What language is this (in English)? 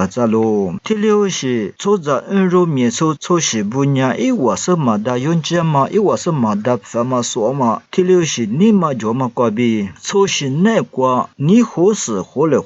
Lisu